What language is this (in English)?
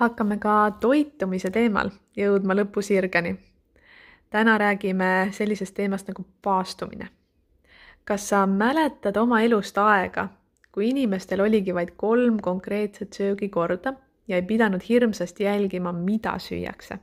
Estonian